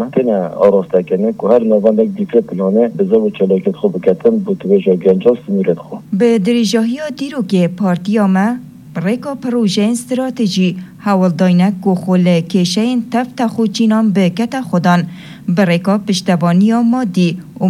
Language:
Kurdish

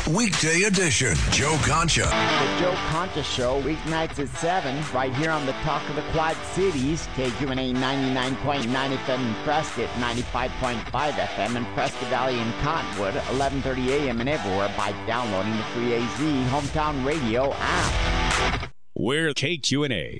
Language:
English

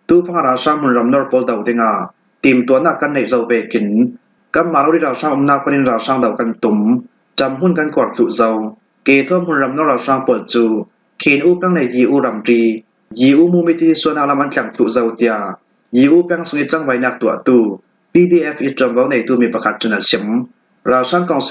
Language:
Falam Chin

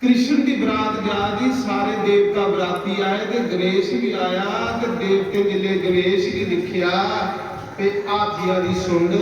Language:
Dogri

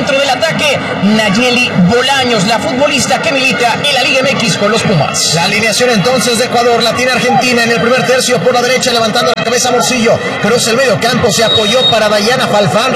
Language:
Spanish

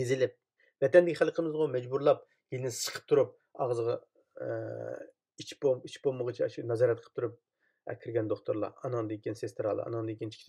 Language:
Uyghur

